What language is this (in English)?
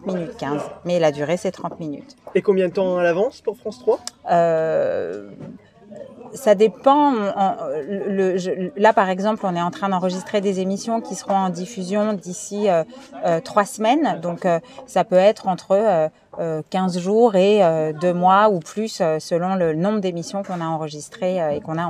French